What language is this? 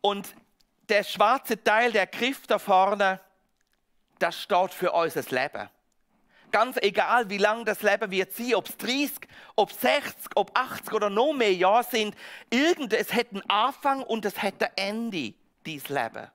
Swiss German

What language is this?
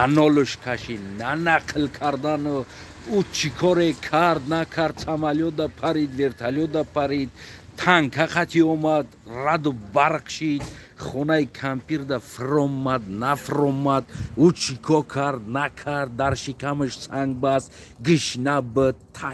Tajik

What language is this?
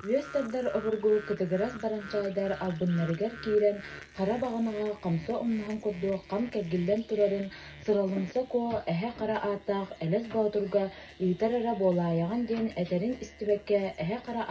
Yakut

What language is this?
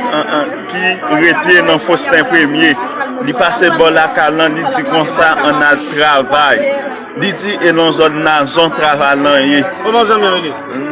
Haitian Creole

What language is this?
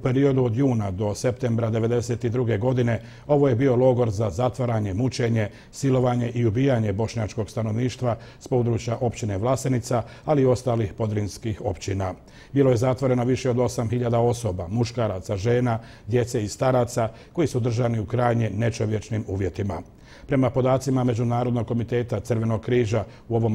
Bosnian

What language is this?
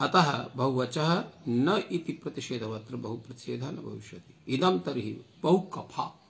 Sanskrit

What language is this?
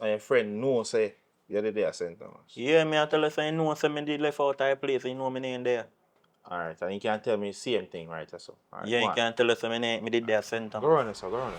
Jamaican Creole English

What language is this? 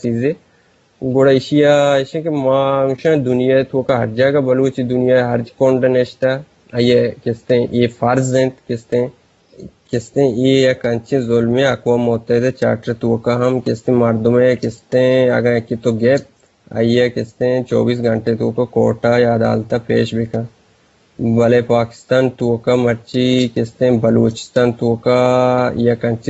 Eastern Balochi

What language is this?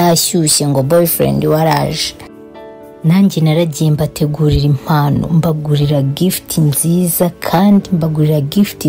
Kinyarwanda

